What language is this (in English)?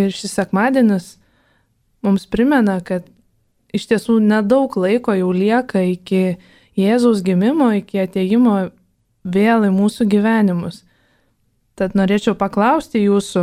Lithuanian